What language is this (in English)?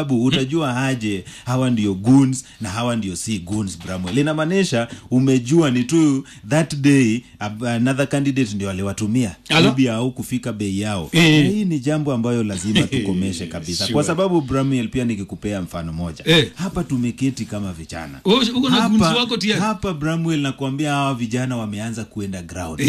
Swahili